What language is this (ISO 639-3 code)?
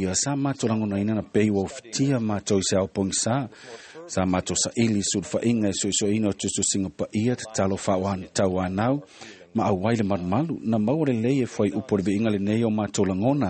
smo